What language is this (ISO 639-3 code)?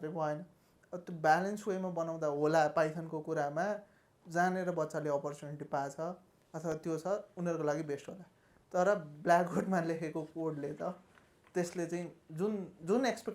nep